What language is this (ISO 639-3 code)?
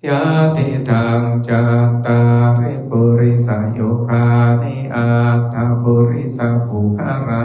pli